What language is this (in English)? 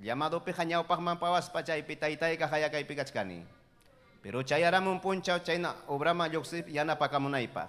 Ayacucho Quechua